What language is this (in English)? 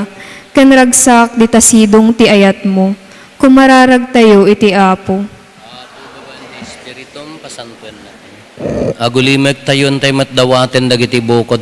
Iloko